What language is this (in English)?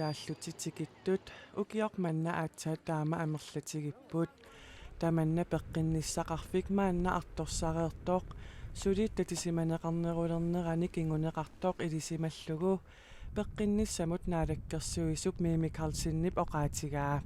Kalaallisut